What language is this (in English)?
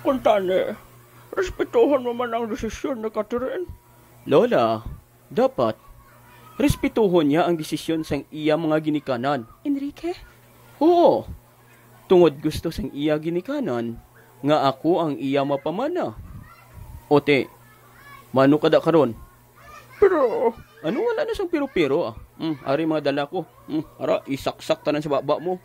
Hiligaynon